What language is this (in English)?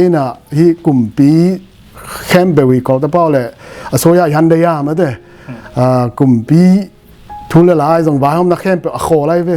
Tedim Chin